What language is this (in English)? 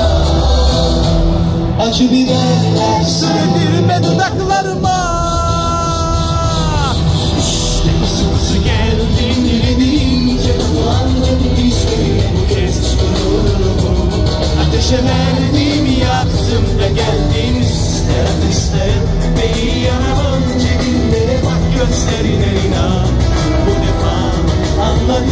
Turkish